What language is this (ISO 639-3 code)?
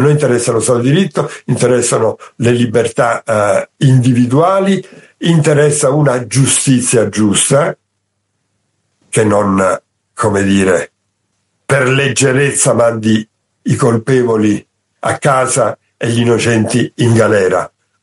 ita